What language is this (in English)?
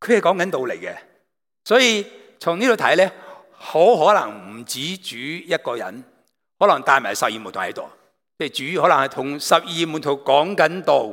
Cantonese